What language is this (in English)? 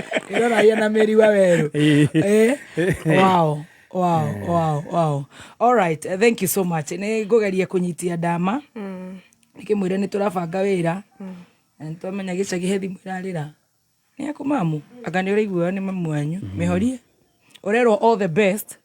Kikuyu